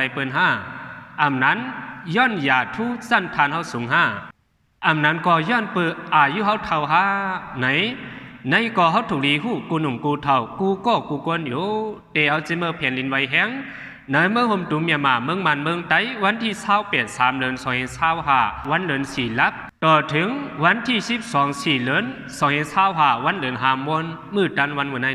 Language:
Shan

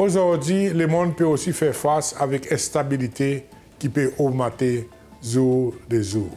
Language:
Seselwa Creole French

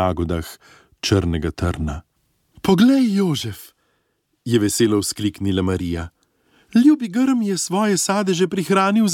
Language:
Slovenian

